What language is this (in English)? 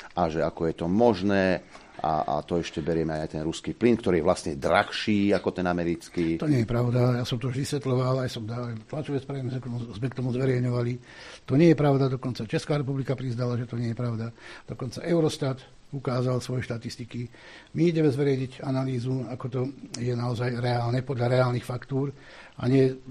Slovak